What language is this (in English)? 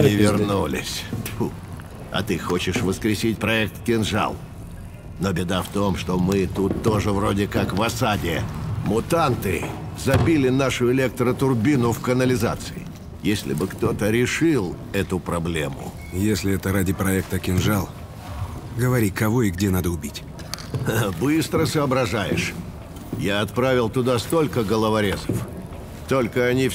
Russian